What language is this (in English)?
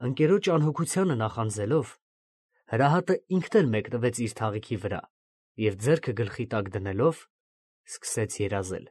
Armenian